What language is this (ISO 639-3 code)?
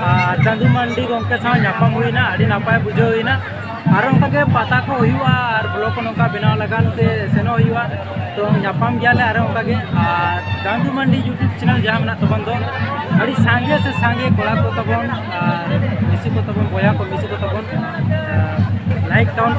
sat